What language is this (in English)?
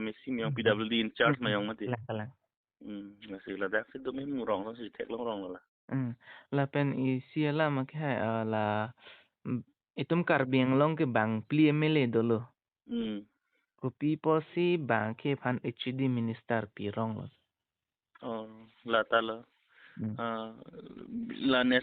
Karbi